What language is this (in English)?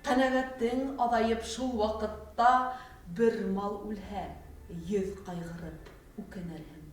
Bashkir